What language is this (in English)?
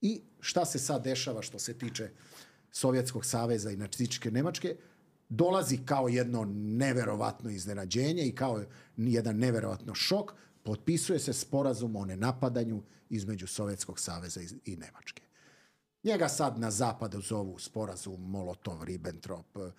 Serbian